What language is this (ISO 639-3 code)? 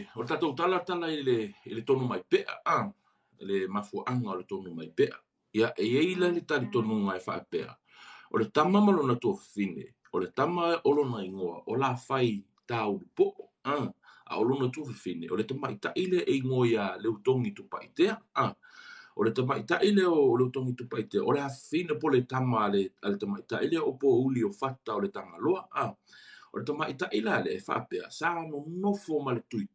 smo